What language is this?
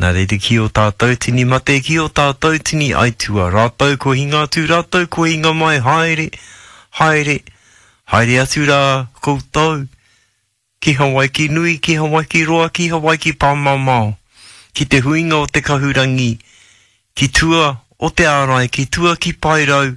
Māori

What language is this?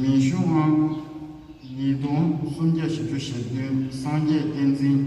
Tibetan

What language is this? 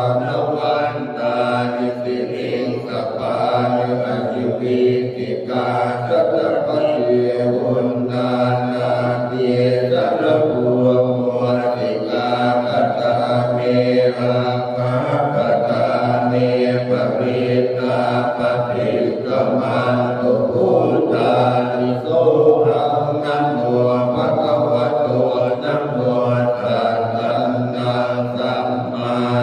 Pali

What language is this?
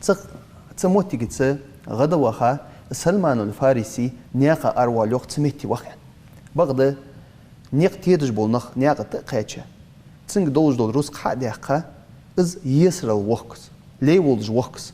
Ingush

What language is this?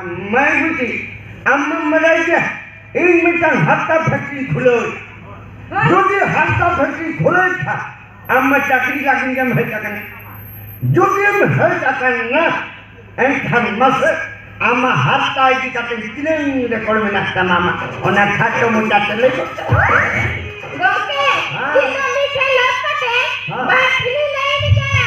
Santali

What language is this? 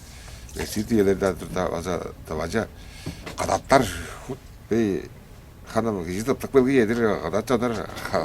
Tuvinian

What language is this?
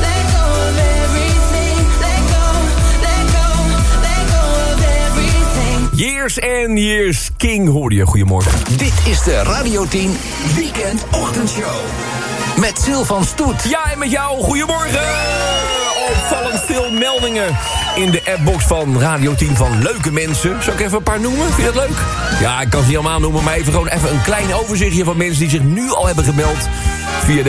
Dutch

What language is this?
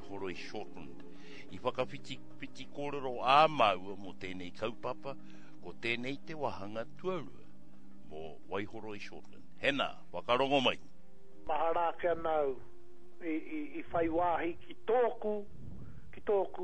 Māori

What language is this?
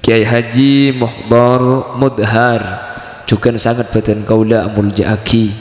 Madurese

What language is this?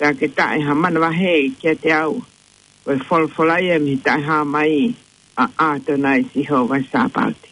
Tongan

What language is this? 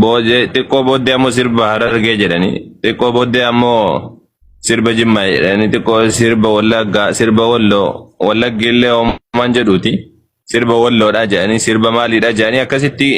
Oromo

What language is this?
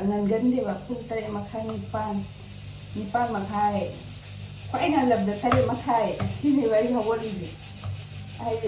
Manipuri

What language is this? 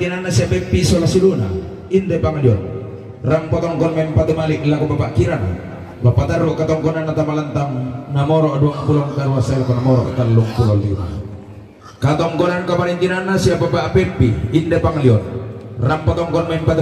Toraja-Sa'dan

